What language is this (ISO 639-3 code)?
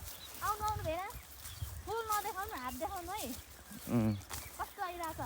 nep